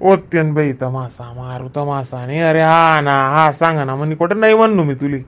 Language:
Khandesi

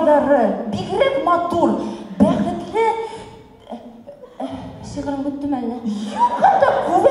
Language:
Bashkir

